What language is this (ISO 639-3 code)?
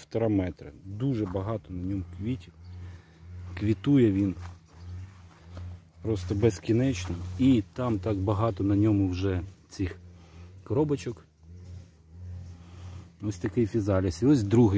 ukr